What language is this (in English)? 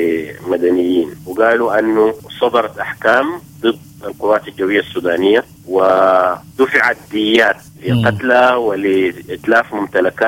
Sudanese Arabic